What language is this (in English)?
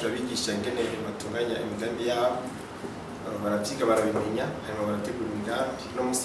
Rundi